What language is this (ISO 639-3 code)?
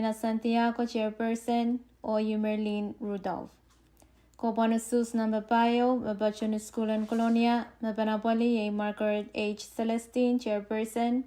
pon